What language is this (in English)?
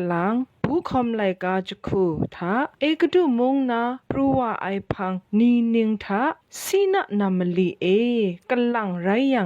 Kachin